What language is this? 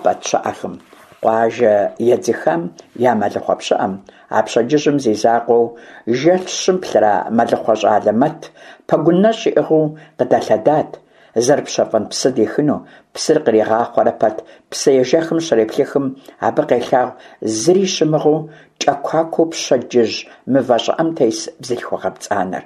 Kabardian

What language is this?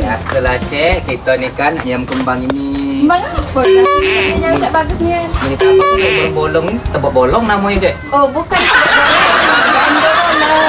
Musi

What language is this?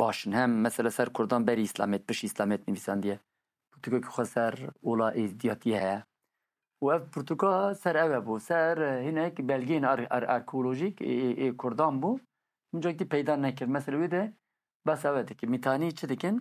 Kurdish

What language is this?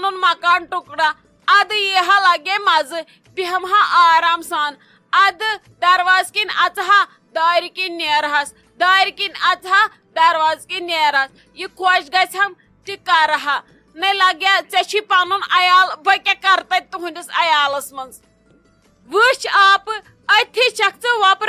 Kashmiri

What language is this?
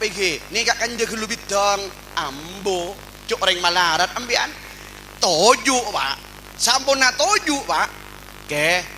Madurese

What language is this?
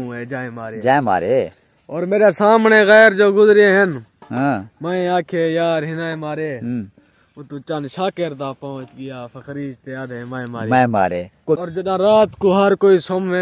Saraiki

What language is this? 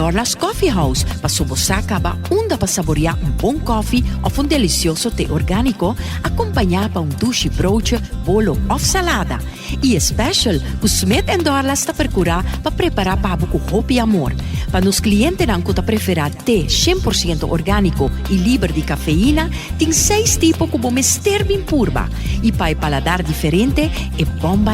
Papiamento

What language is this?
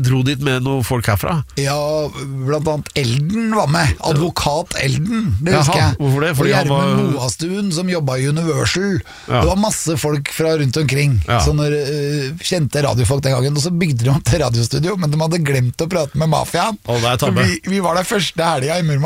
Norwegian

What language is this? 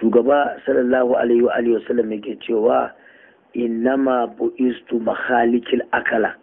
Hausa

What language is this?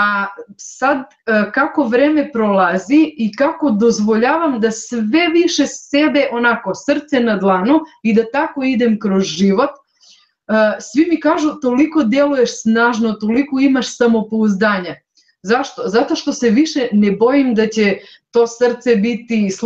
Serbian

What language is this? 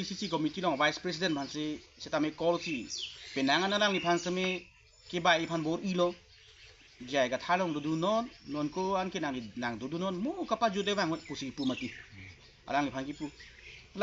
Karbi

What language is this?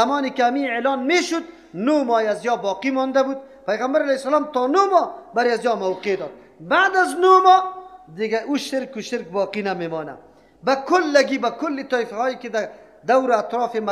Persian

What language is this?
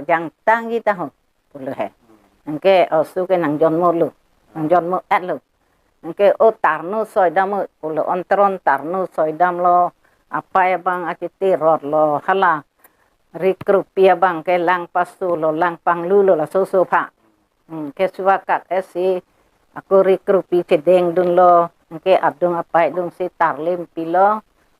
Karbi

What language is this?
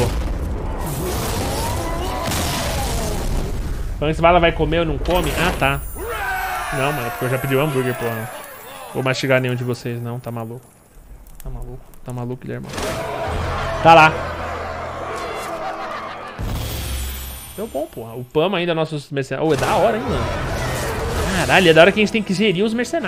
Portuguese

